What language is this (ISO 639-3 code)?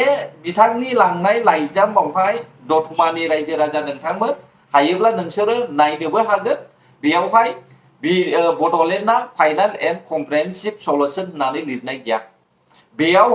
brx